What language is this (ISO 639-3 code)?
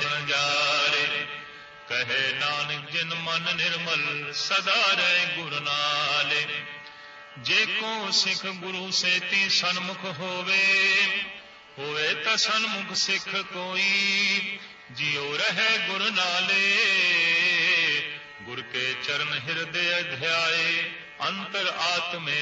pan